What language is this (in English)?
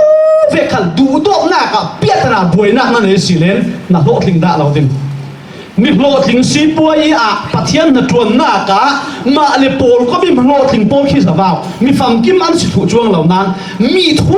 Falam Chin